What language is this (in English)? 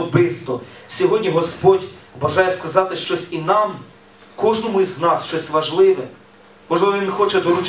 Ukrainian